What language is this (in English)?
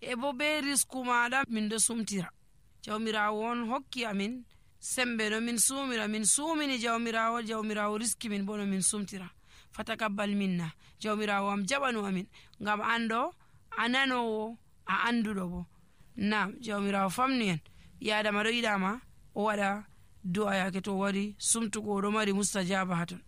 Nigerian Fulfulde